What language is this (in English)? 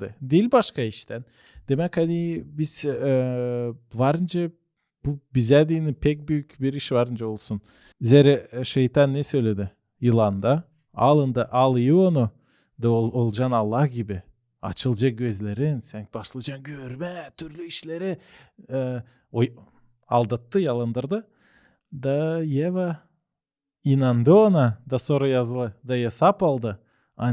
Gagauz